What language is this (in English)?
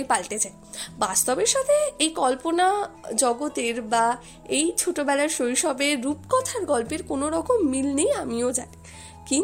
Bangla